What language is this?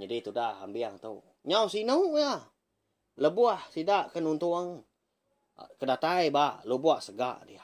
Iban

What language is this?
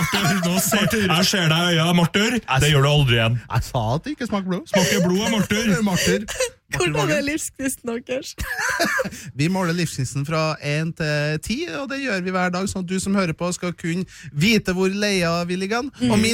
Norwegian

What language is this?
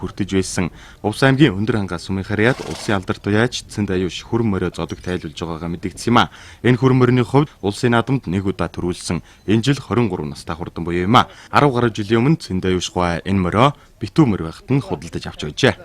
Mongolian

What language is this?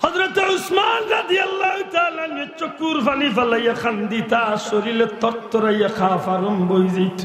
Sylheti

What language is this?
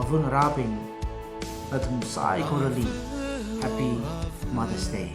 Tangkhul Naga (India)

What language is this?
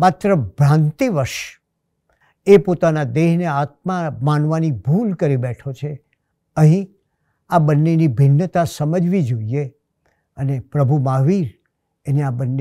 Gujarati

